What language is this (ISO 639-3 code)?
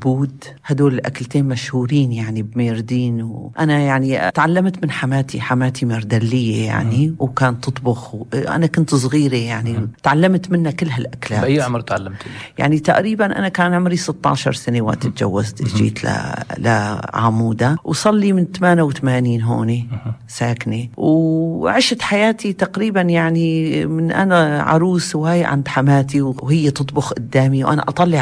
apc